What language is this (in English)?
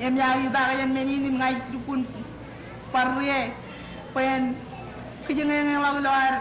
Marshallese